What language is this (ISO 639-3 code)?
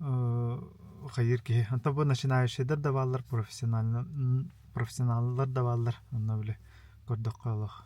sah